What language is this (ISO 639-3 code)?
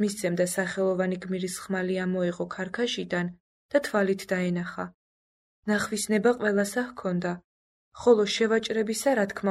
kat